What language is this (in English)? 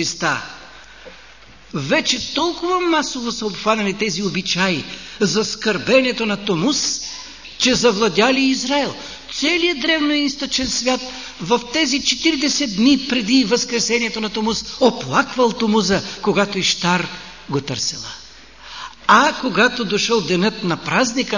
Bulgarian